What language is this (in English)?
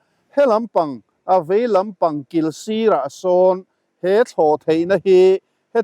Mizo